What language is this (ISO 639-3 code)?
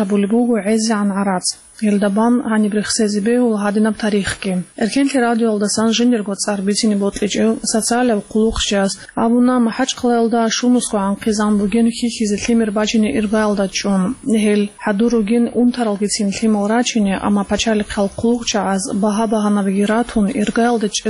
ava